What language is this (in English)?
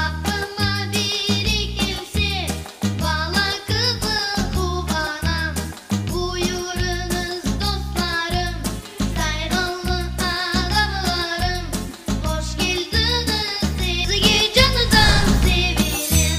Crimean Tatar